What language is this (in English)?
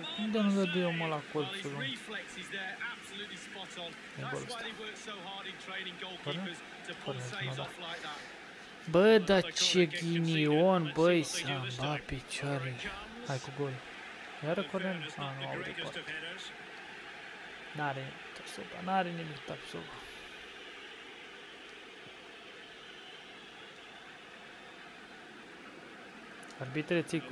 Romanian